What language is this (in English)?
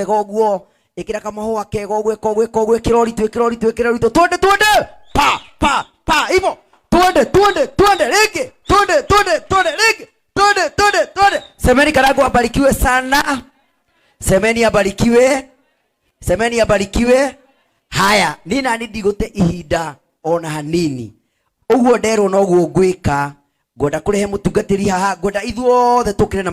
Kikuyu